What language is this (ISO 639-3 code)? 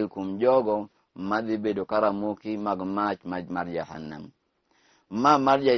luo